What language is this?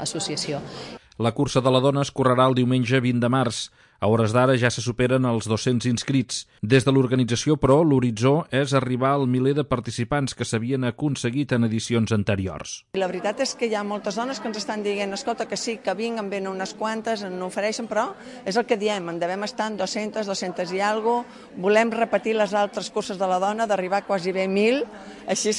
Catalan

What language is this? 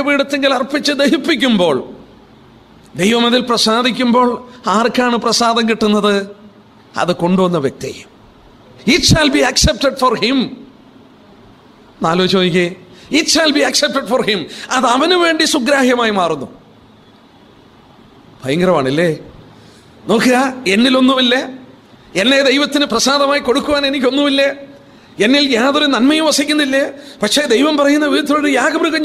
Malayalam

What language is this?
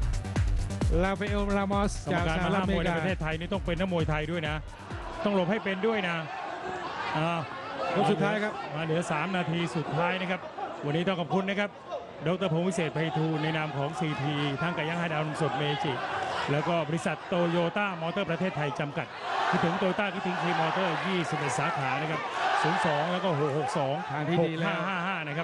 Thai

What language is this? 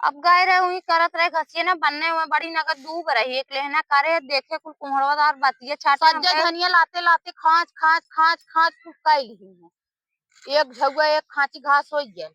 Awadhi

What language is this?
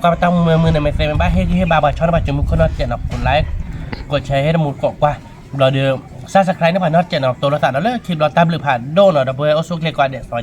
S'gaw Karen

